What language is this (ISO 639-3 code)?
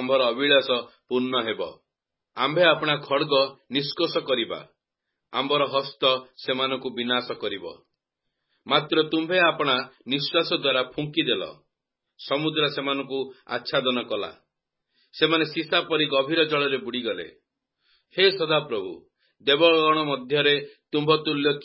ori